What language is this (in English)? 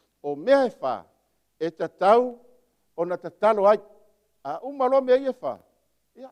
Samoan